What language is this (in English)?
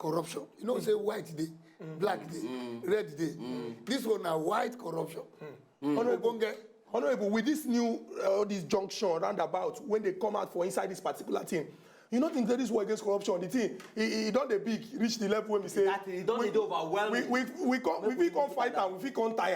Nigerian Pidgin